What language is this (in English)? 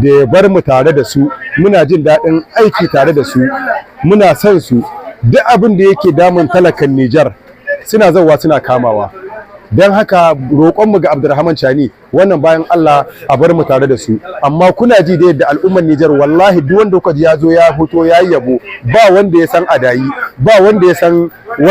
Hausa